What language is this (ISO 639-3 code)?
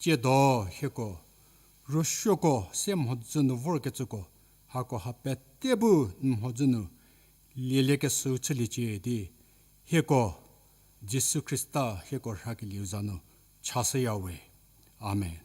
njm